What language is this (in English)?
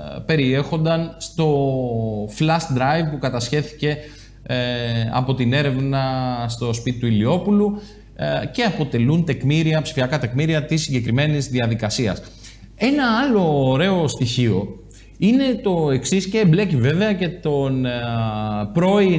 Greek